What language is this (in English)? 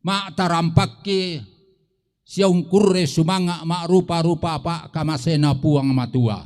Toraja-Sa'dan